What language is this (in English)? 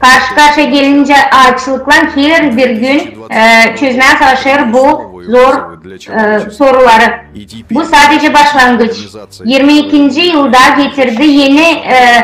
Gagauz